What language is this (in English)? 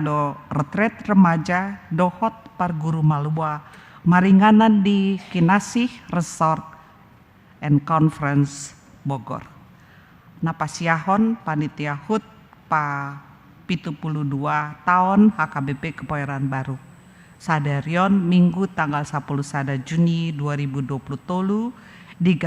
Batak Toba